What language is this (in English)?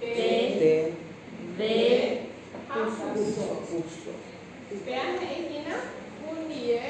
Guarani